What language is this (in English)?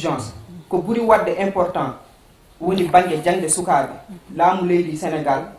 Fula